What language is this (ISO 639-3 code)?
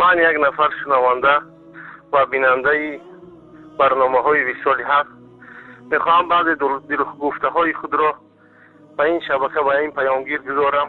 tgk